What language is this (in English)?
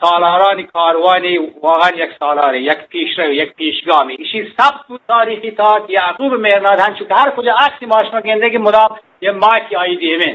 Eastern Balochi